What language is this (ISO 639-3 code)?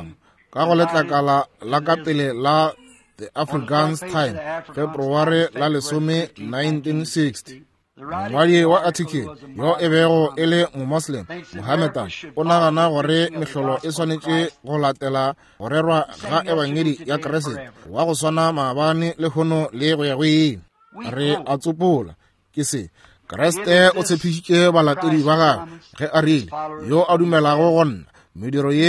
nso